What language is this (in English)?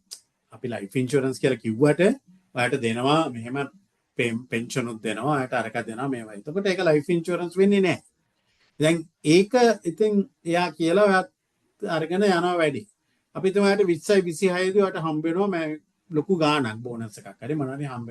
Sinhala